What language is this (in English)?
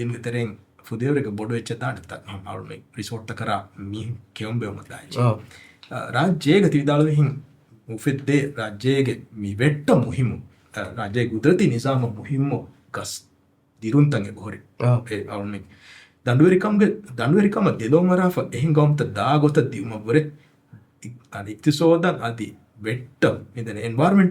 Divehi